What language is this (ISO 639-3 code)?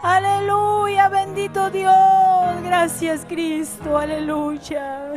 quy